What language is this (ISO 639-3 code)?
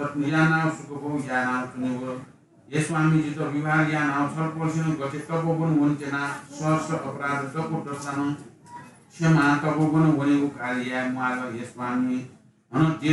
new